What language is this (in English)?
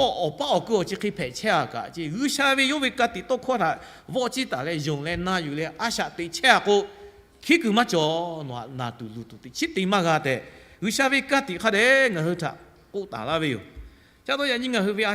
Lahu